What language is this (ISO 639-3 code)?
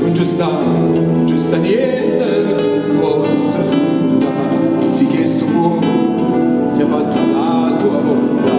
nap